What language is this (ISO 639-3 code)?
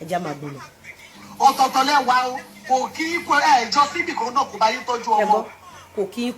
yor